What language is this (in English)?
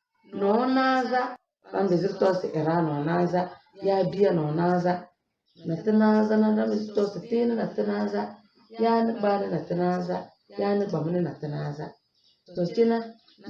Tem